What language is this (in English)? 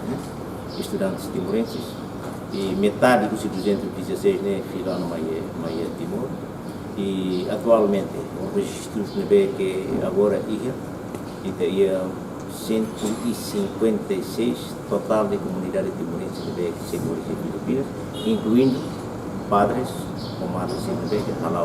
Tetum